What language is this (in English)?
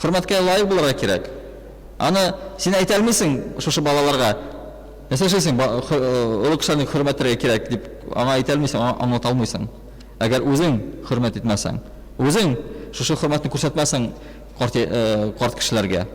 Tatar